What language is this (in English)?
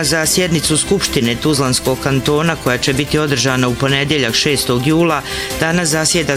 Bosnian